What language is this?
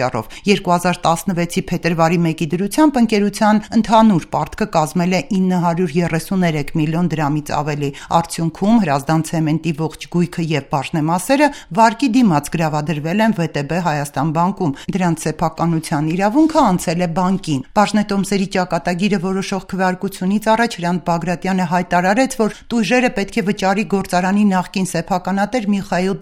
Armenian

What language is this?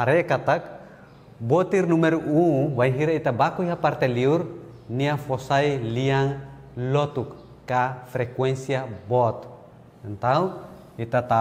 Tetum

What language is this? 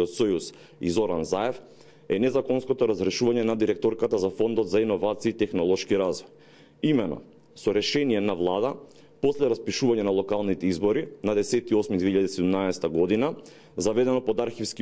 Macedonian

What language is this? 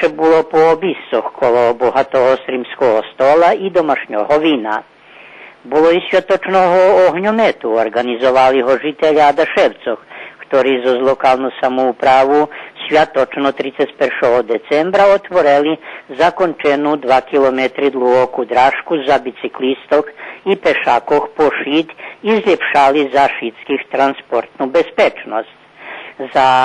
Rusyn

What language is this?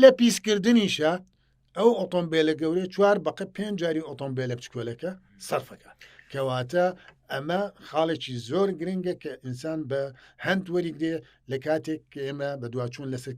Central Kurdish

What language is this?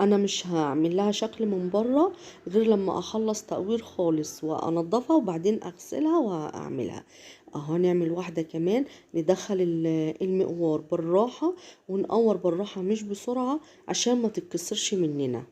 Egyptian Arabic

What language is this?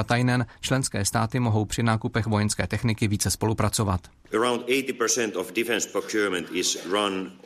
Czech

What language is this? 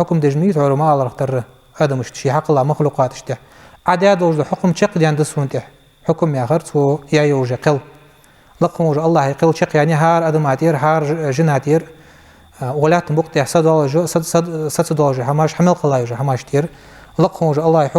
Ingush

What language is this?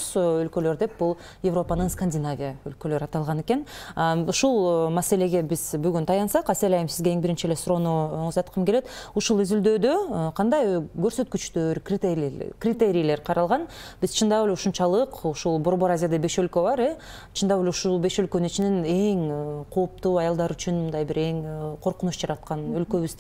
Kyrgyz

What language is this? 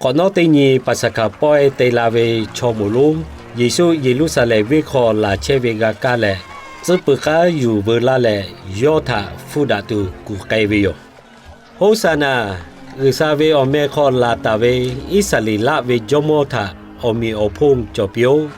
Lahu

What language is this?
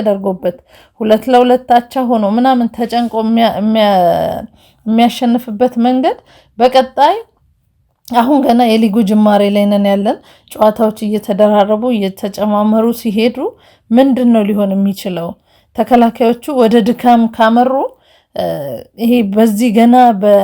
Amharic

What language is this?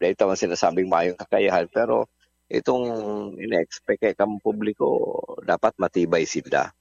Bikol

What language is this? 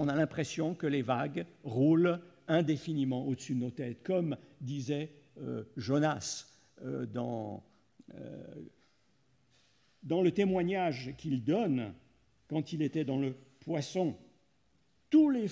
French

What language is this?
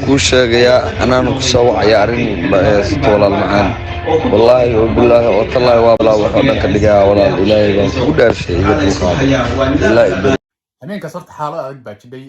Somali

